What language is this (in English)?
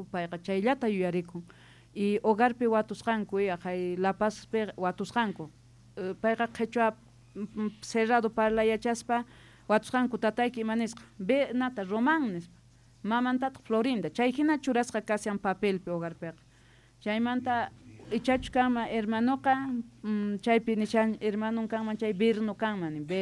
South Bolivian Quechua